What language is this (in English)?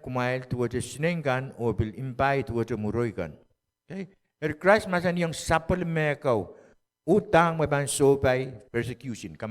Pohnpeian